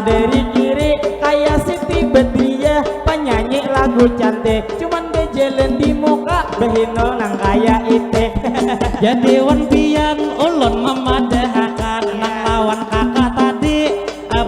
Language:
Banjar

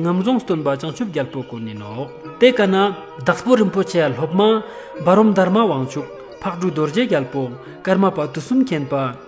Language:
Ladakhi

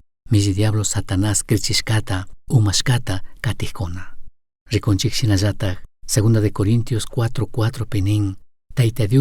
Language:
Chimborazo Highland Quichua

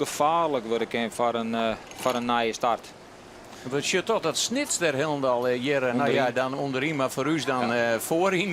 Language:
Western Frisian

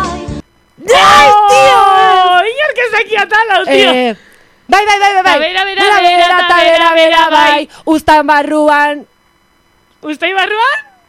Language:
Basque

